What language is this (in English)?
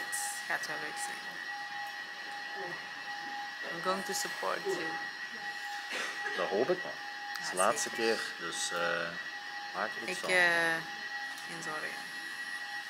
Dutch